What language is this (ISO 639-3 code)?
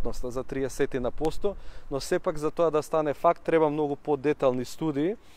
mkd